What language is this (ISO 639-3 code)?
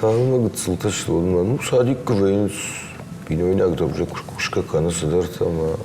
oss